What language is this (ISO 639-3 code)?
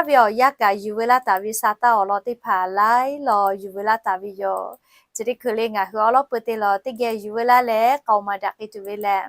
lhu